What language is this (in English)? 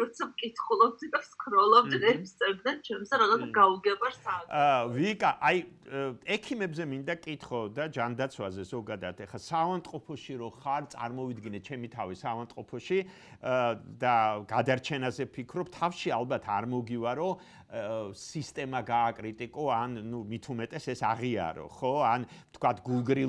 Georgian